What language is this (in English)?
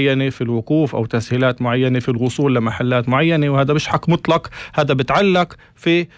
North Levantine Arabic